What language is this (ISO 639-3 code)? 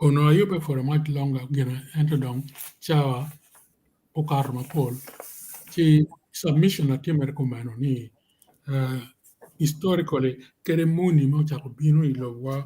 ach